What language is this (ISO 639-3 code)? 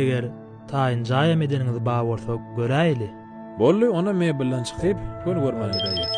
tuk